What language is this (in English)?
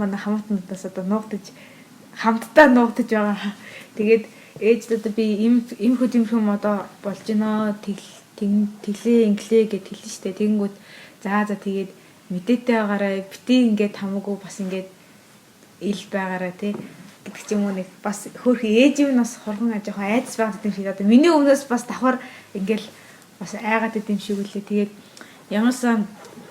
Mongolian